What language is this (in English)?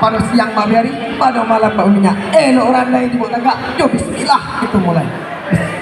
Minangkabau